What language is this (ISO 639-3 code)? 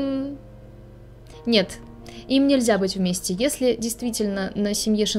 rus